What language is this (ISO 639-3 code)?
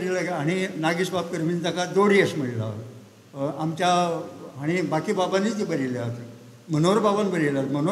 kok